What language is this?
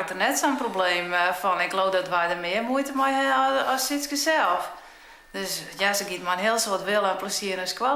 Western Frisian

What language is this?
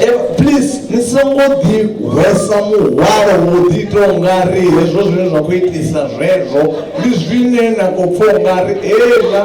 Venda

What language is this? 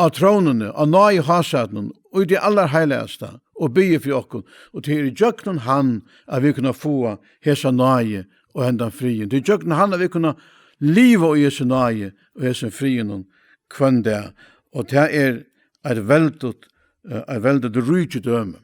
Faroese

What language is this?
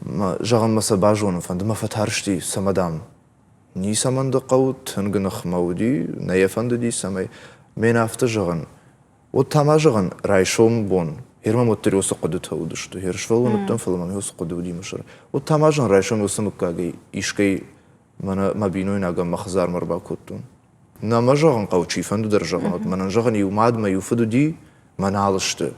Ossetic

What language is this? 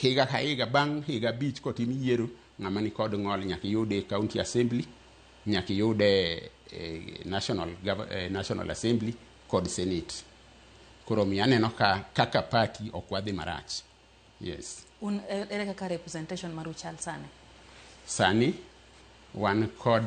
Luo (Kenya and Tanzania)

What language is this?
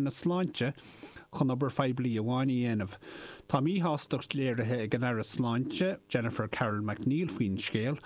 Irish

